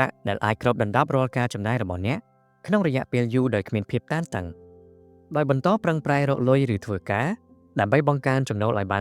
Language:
Khmer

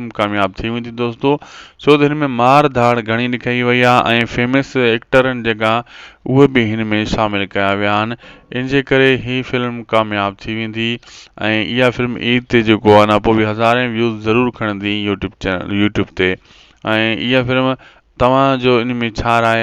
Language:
Sindhi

